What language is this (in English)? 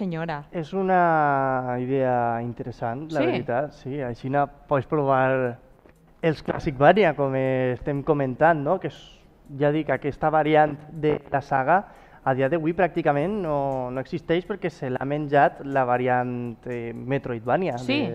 Catalan